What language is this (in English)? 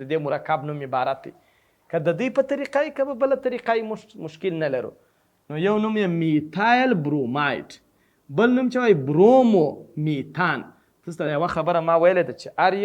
Pashto